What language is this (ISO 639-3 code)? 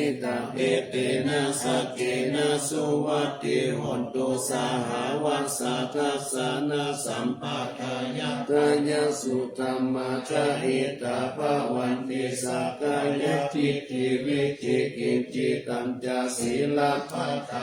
pli